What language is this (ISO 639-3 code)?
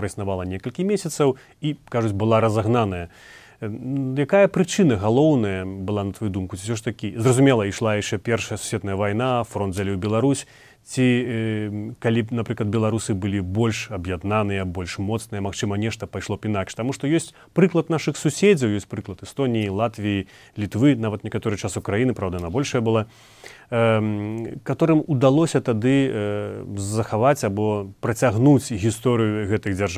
bel